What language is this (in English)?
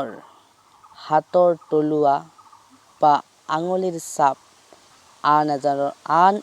Assamese